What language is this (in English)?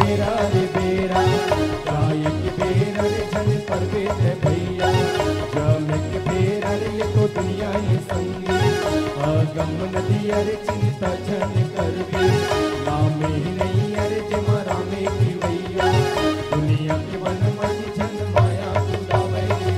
Chhattisgarhi